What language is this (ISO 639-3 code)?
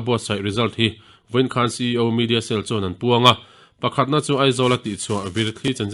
lus